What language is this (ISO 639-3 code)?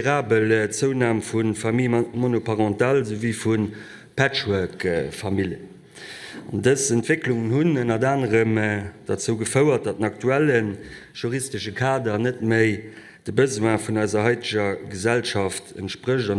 ltz